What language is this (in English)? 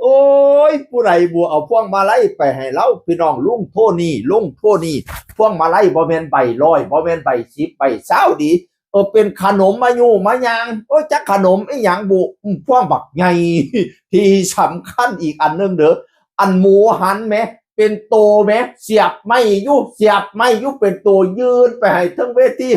Northeastern Thai